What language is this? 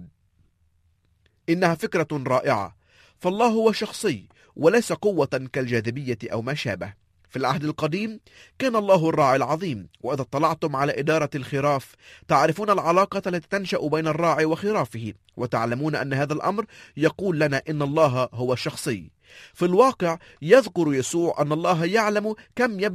Arabic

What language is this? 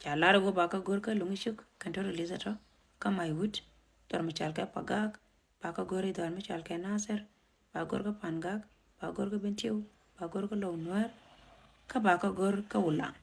Nuer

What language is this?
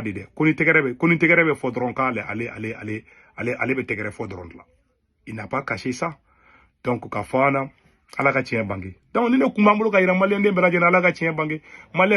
Bambara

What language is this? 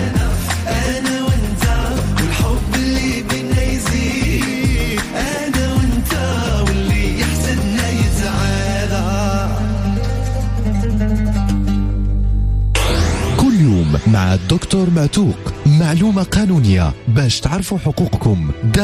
Moroccan Arabic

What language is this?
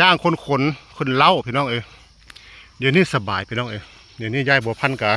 Northeastern Thai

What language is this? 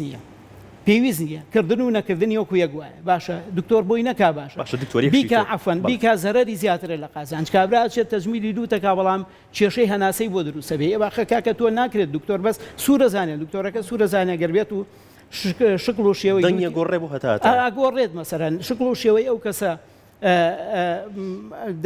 Central Kurdish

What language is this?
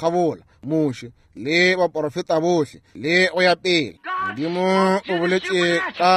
Northern Sotho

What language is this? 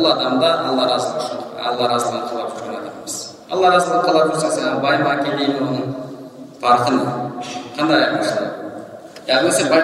Kazakh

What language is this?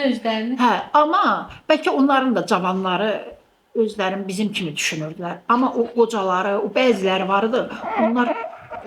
Azerbaijani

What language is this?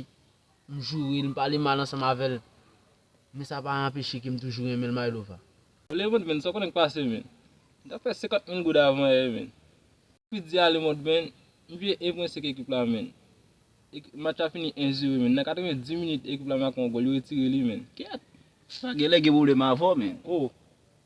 Haitian Creole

